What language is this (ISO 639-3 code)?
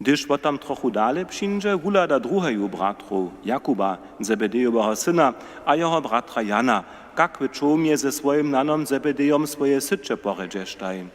hsb